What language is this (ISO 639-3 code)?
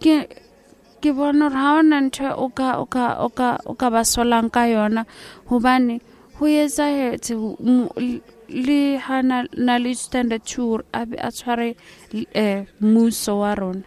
sot